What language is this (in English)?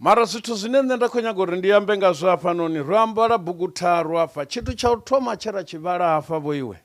Venda